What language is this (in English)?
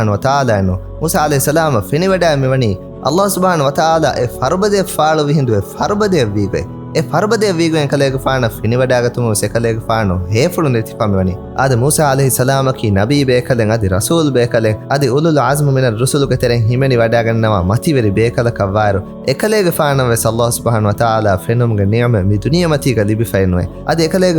Divehi